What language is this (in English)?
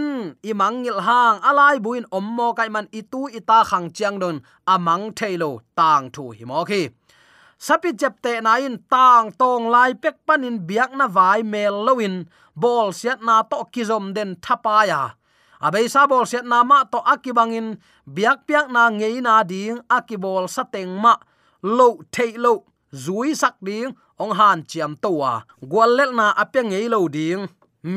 Tedim Chin